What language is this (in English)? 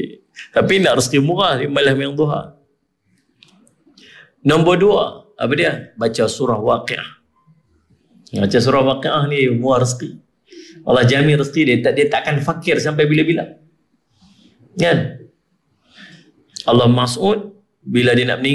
Malay